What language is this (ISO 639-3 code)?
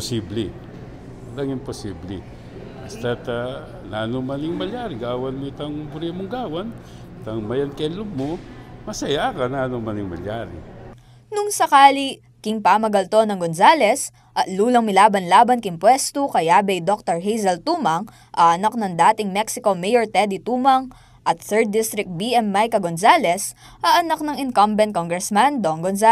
pam